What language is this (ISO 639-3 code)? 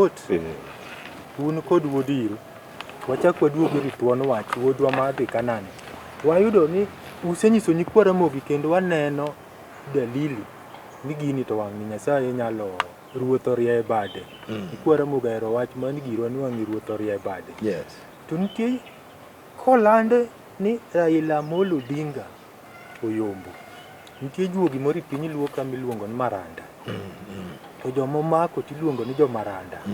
luo